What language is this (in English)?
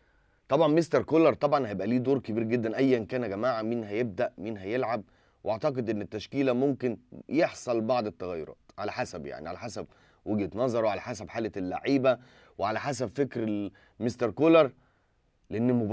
Egyptian Arabic